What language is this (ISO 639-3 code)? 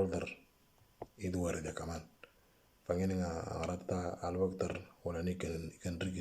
mor